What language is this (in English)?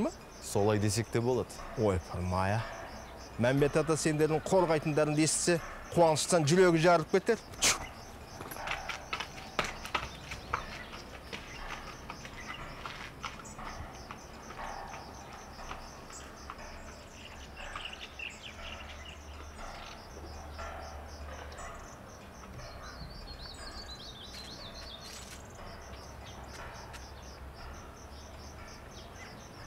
Kazakh